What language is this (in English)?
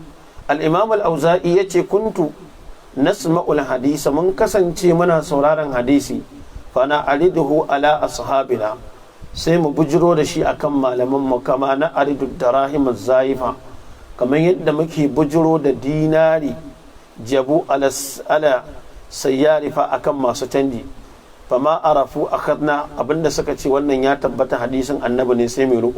Hausa